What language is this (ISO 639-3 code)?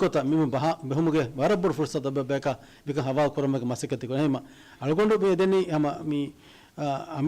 div